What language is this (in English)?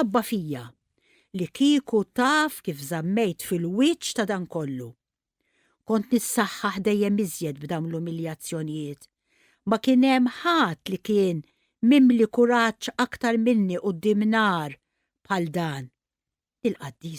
Maltese